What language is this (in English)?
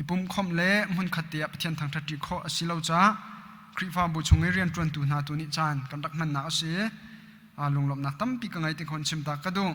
Hakha Chin